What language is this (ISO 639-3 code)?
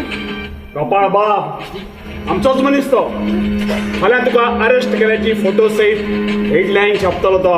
kok